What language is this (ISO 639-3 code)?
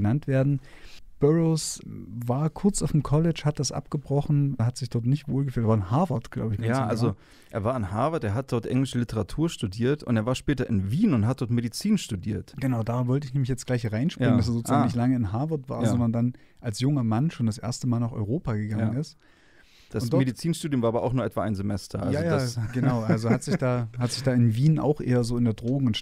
deu